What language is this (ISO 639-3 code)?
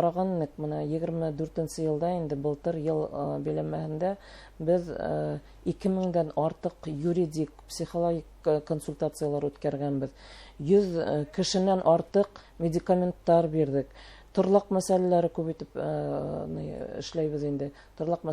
bak